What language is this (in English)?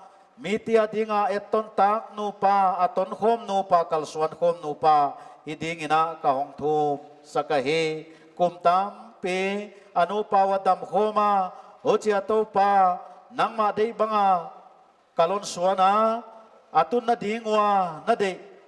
Paite Chin